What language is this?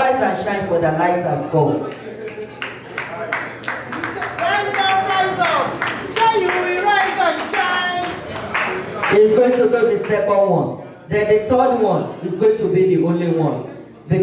English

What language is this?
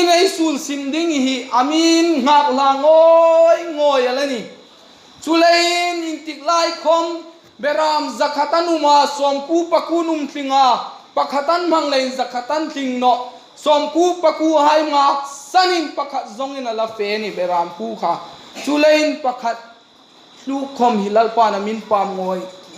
Hmar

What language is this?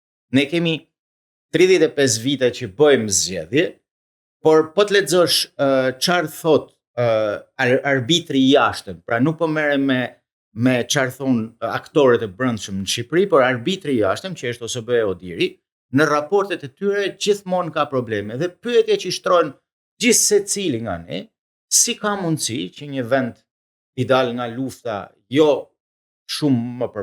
Albanian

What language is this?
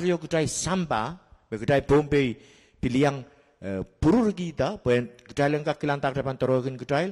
Pohnpeian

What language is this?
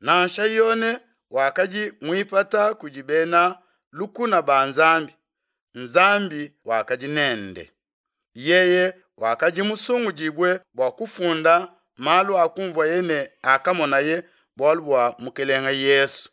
Luba-Lulua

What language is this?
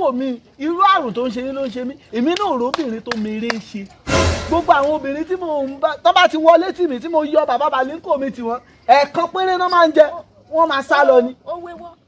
Yoruba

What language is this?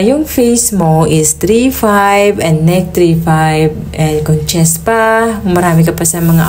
Filipino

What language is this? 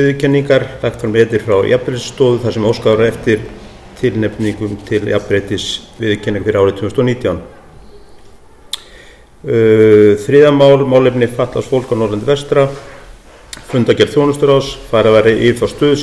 Icelandic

